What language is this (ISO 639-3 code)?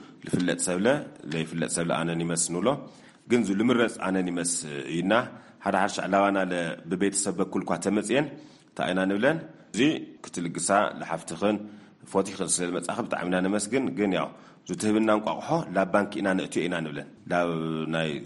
tir